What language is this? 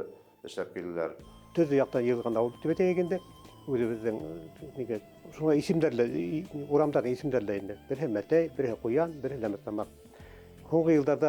Bashkir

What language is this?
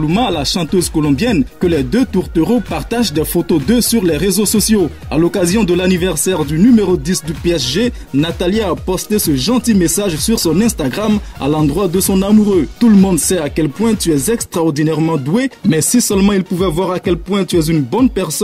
French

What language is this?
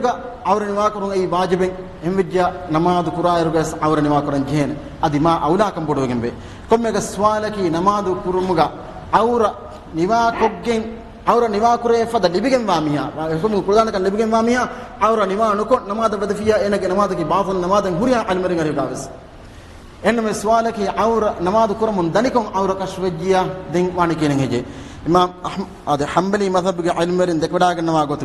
Divehi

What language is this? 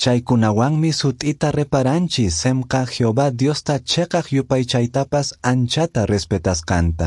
Quechua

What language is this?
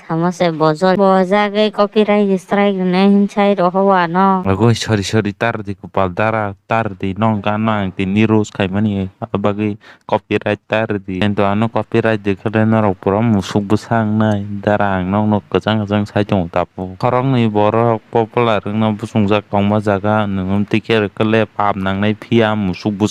Kok Borok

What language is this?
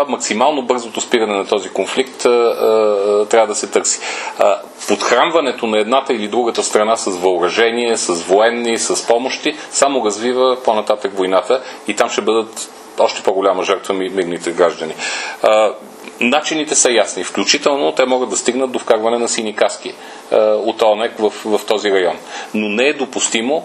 Bulgarian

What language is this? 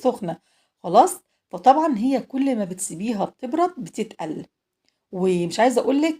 Egyptian Arabic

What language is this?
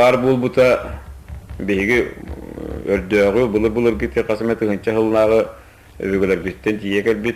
Yakut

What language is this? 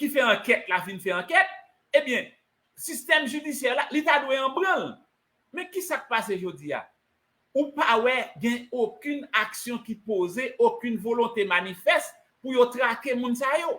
Haitian Creole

